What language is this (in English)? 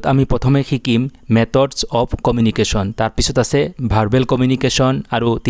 Assamese